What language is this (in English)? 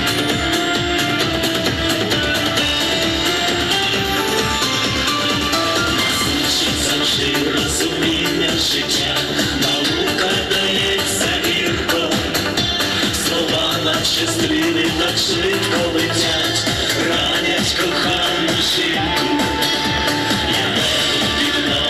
Ukrainian